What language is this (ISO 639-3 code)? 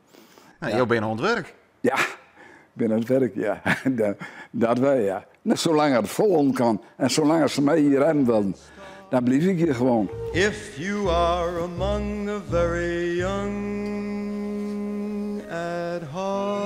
fry